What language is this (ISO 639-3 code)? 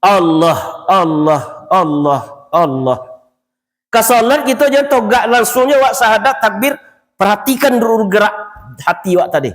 min